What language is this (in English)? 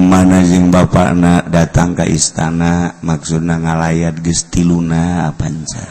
Sundanese